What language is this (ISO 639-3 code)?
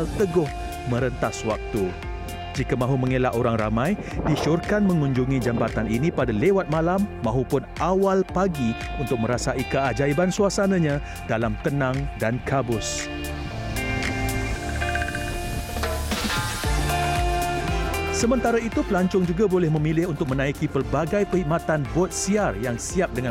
msa